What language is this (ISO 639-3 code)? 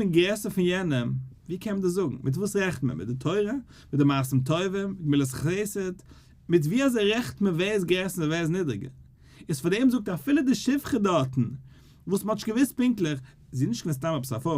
yid